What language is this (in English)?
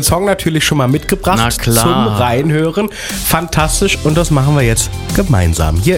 German